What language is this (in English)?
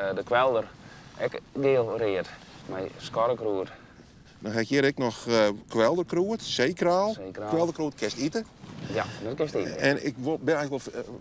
Western Frisian